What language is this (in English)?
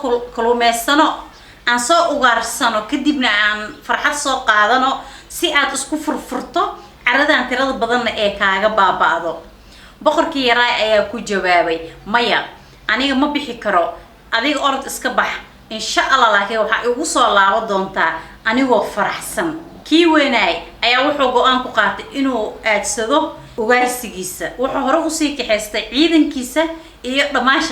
Somali